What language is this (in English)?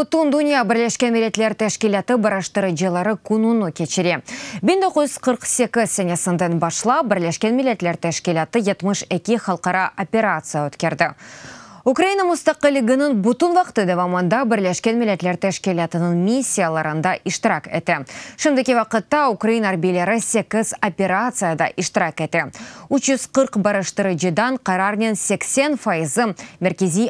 Crimean Tatar